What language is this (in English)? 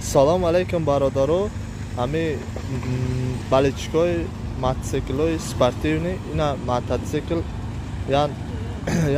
Tajik